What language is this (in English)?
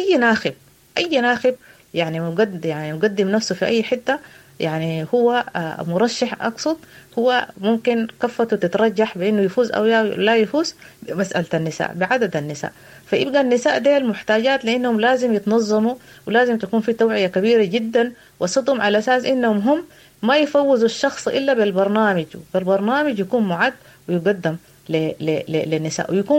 Sudanese Arabic